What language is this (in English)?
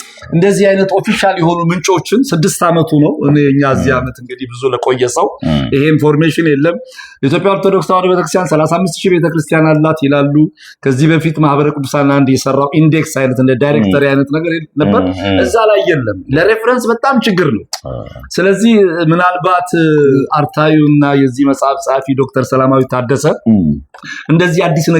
Amharic